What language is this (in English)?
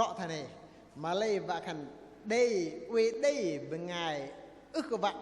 Bahnar